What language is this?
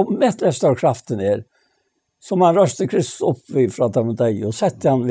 Faroese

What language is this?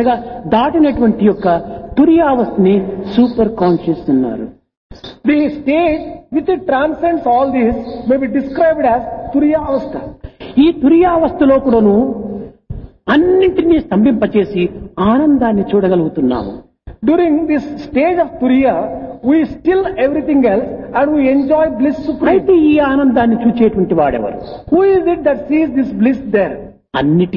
Telugu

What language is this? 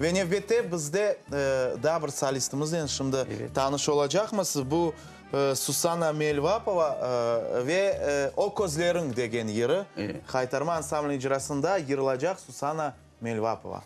Crimean Tatar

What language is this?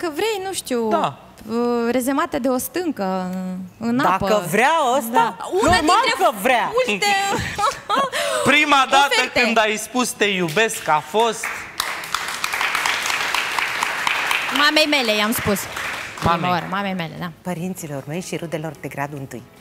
Romanian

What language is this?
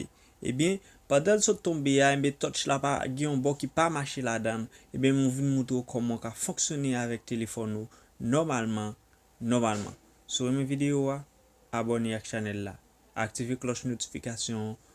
Haitian Creole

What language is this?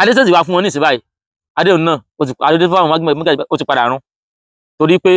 Yoruba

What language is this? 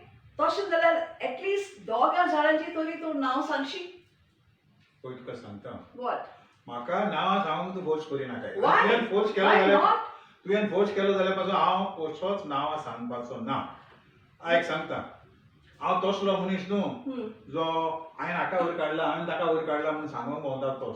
Konkani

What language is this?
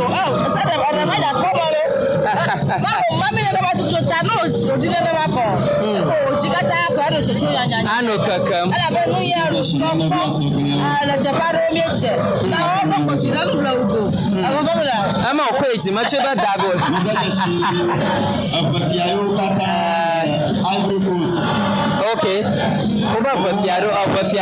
Ewe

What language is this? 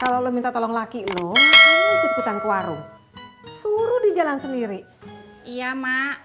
Betawi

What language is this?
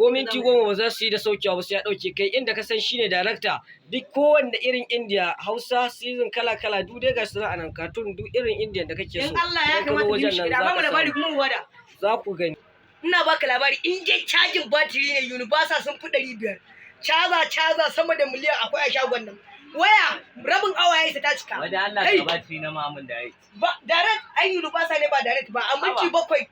Hausa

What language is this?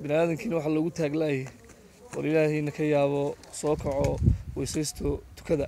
Somali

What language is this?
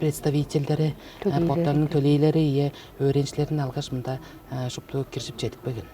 Tuvinian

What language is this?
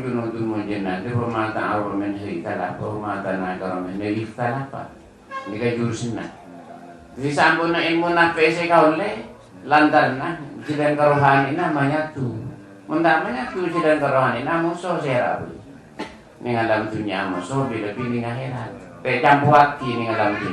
Madurese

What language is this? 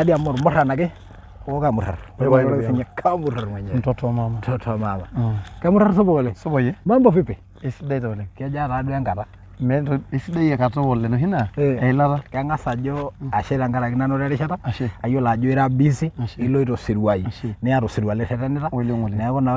Masai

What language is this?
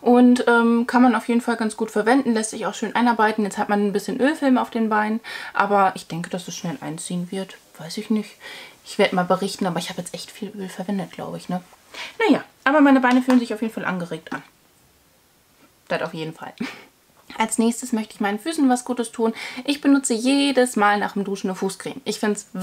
German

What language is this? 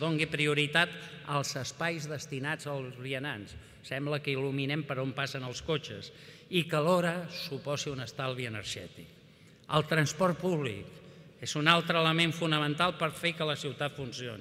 Catalan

